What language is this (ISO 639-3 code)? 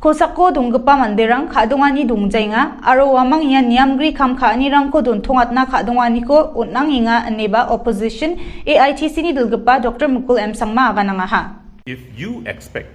grt